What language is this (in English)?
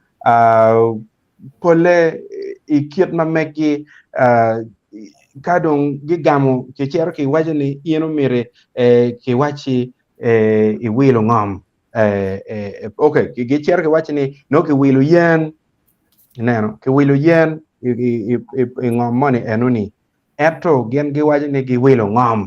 Acoli